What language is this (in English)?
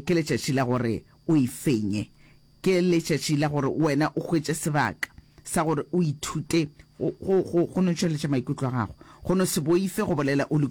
Northern Sotho